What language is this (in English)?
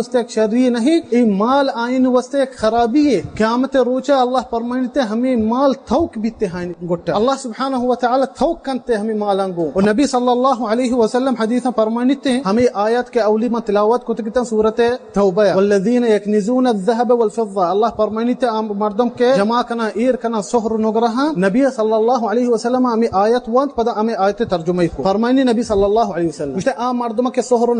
Baluchi